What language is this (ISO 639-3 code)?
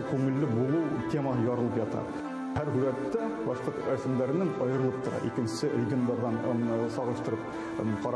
bak